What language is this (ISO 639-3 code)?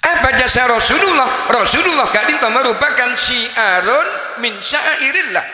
mad